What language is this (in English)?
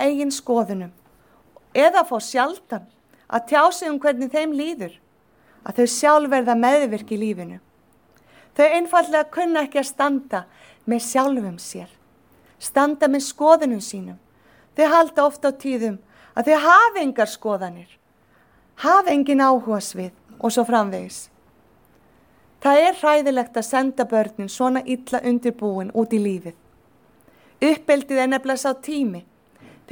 Icelandic